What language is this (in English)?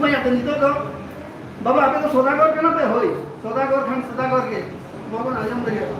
Santali